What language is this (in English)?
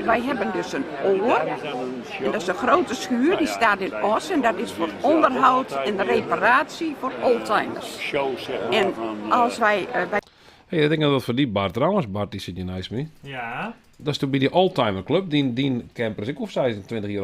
Western Frisian